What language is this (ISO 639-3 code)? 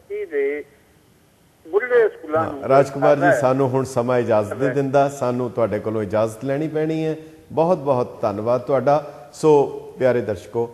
pan